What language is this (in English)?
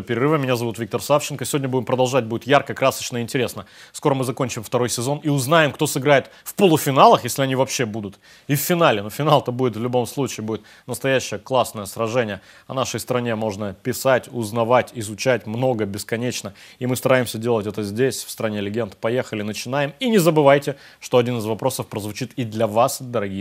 Russian